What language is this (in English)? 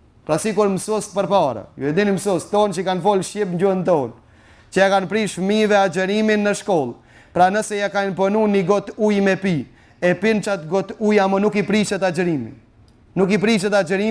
Albanian